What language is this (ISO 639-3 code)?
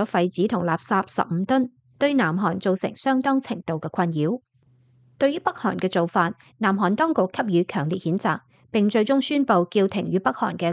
yue